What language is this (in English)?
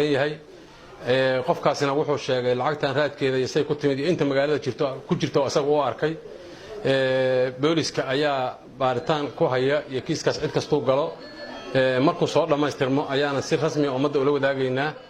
Somali